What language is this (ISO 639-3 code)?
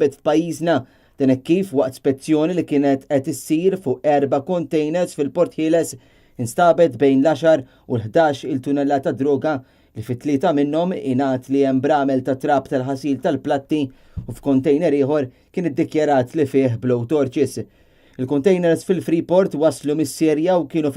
mlt